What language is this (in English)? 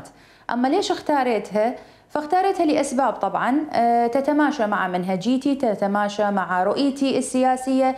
Mesopotamian Arabic